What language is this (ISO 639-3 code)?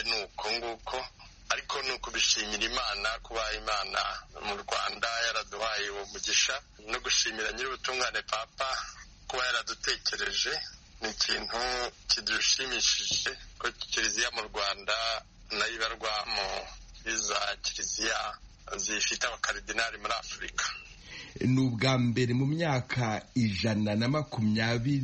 kin